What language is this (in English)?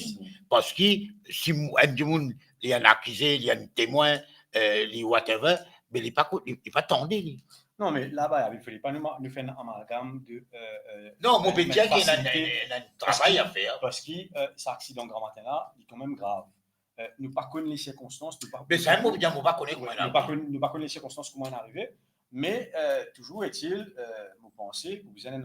Morisyen